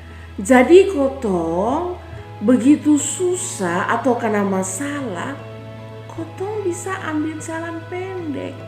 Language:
Kupang Malay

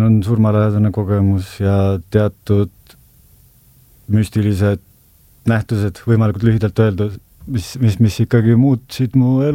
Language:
Estonian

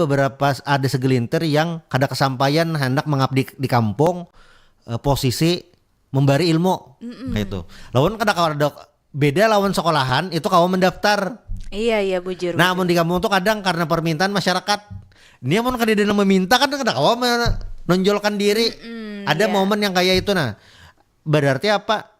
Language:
Banjar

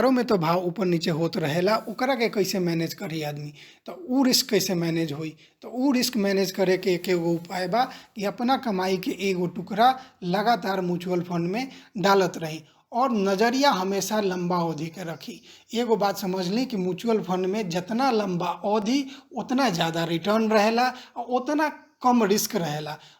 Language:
Bhojpuri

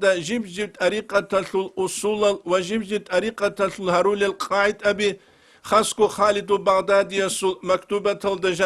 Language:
Avaric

